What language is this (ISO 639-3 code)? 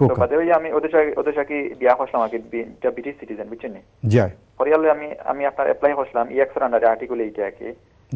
ben